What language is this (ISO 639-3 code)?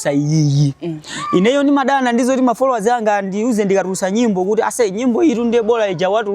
nya